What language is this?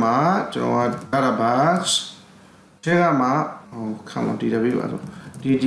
Burmese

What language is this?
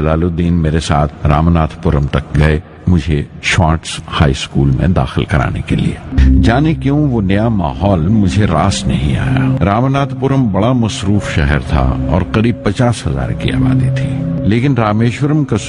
Urdu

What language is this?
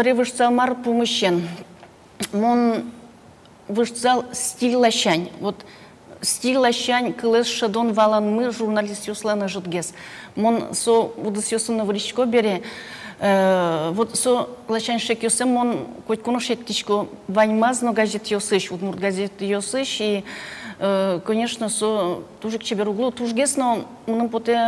Udmurt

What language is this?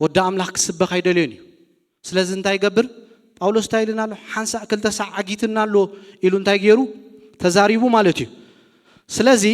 Tigrinya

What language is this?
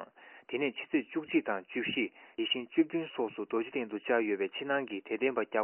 Tibetan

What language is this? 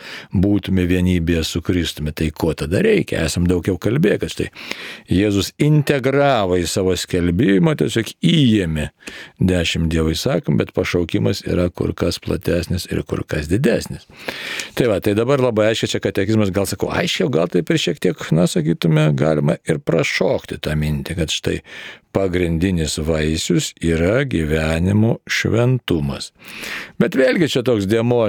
Lithuanian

